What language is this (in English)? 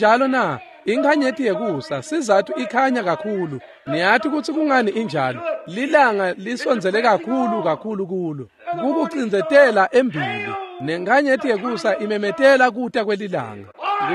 Swati